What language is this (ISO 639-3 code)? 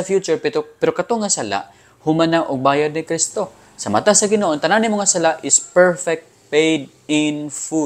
ceb